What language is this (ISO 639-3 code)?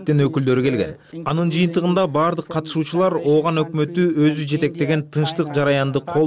kir